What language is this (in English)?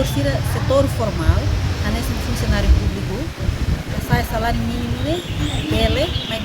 Tetum